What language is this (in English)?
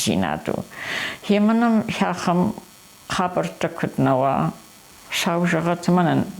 Ossetic